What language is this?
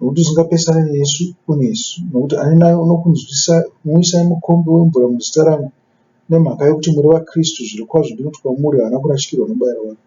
Shona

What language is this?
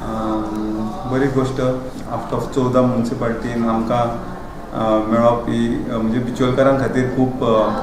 Konkani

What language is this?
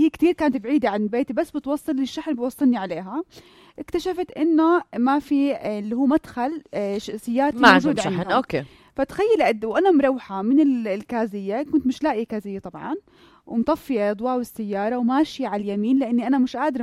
North Levantine Arabic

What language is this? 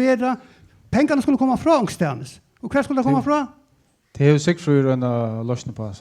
Faroese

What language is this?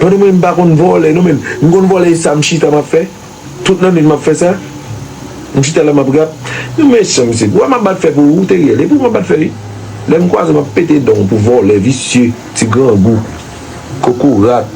Haitian Creole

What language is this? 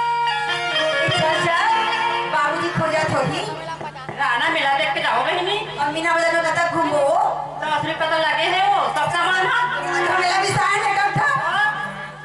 Chhattisgarhi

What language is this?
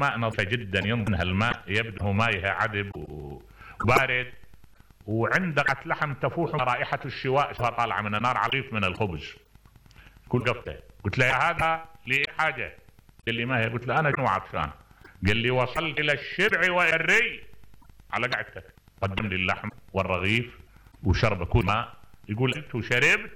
Mesopotamian Arabic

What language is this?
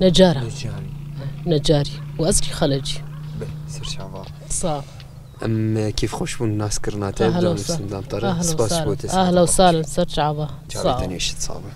Kurdish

